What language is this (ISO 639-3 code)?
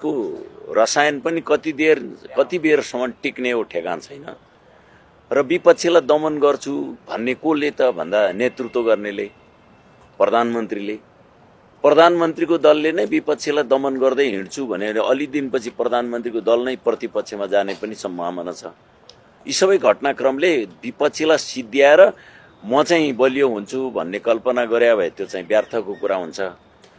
nep